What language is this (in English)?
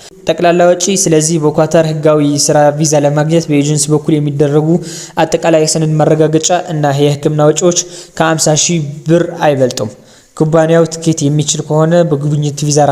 Amharic